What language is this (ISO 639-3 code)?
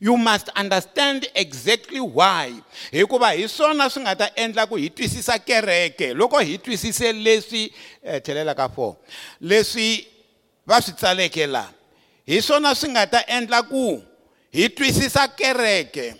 tso